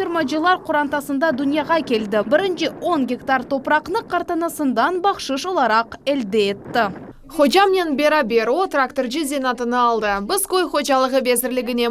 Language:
Crimean Tatar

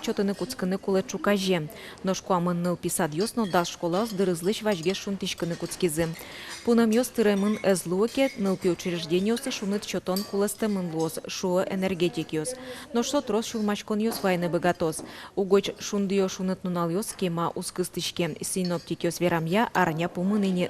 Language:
Udmurt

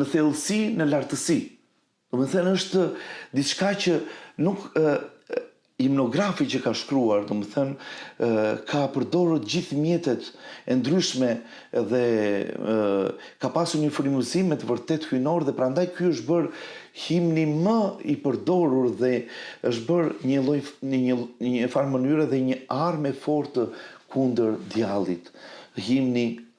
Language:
Albanian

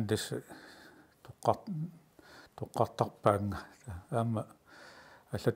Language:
Kalaallisut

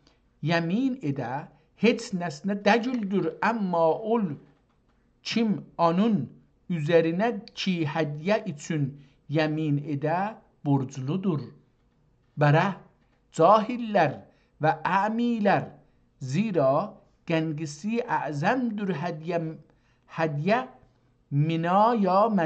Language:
South Azerbaijani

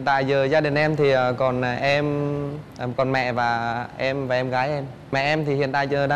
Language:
Vietnamese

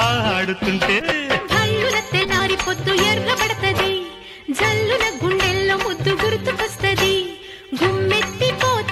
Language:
Telugu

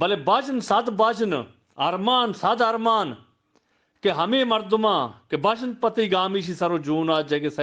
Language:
Eastern Balochi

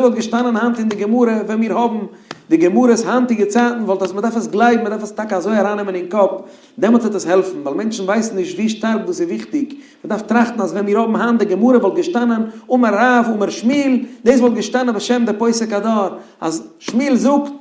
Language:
Yiddish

